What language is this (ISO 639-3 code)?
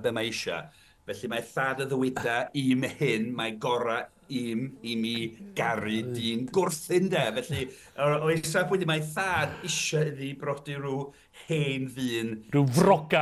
cym